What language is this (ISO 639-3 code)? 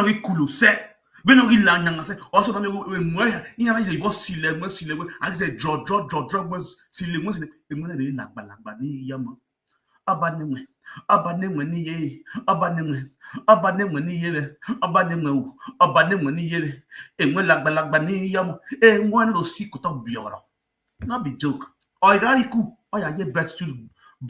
pcm